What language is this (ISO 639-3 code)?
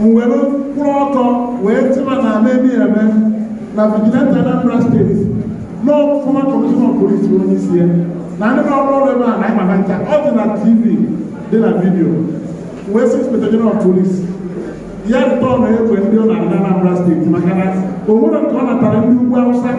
ibo